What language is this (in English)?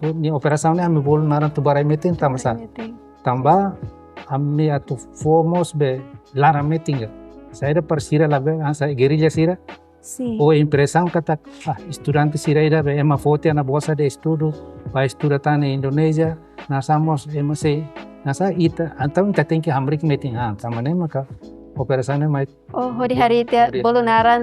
Tetum